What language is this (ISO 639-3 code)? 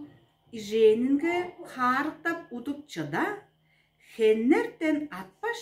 tyv